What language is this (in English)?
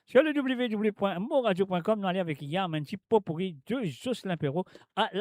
Morisyen